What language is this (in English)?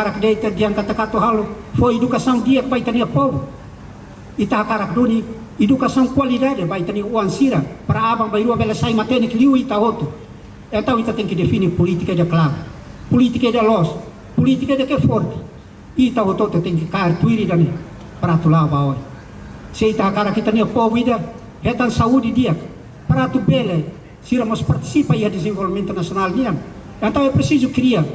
Tetum